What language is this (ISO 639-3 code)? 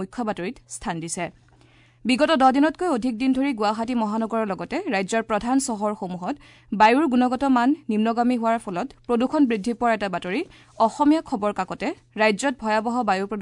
asm